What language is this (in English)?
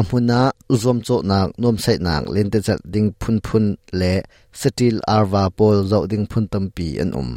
Hakha Chin